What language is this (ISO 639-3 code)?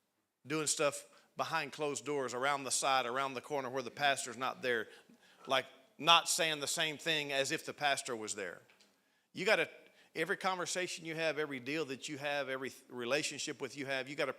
eng